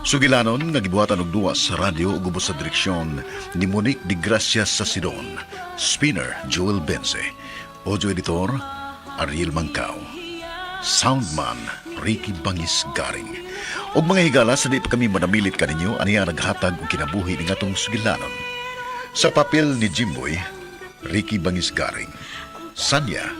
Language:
Cebuano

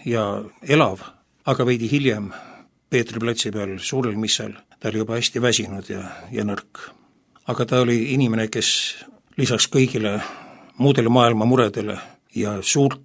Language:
Estonian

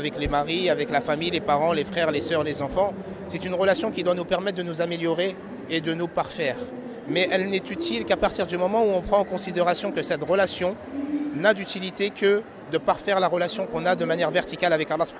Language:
French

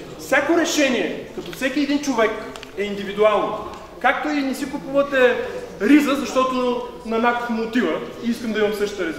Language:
Bulgarian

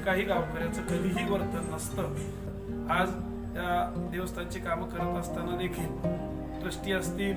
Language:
Marathi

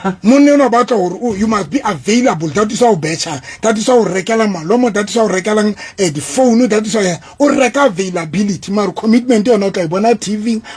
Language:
Southern Sotho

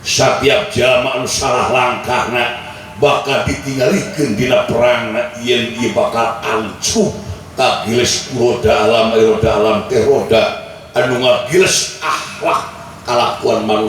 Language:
Sundanese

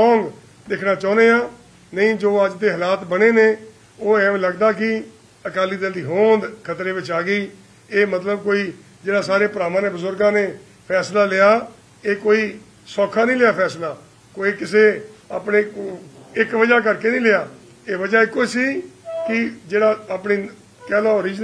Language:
Punjabi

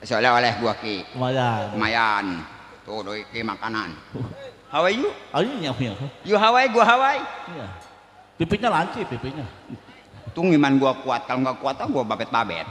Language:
Betawi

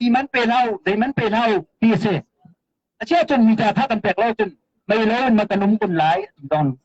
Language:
Hakha Chin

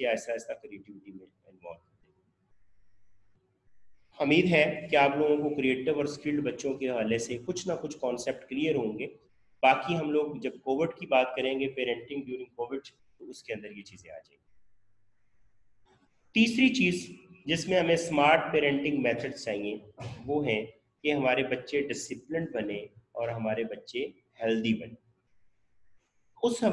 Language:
Urdu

